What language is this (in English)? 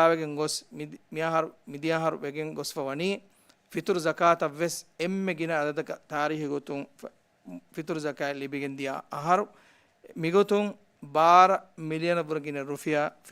Divehi